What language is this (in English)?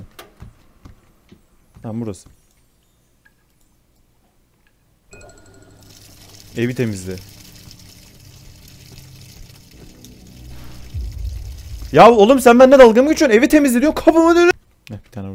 Turkish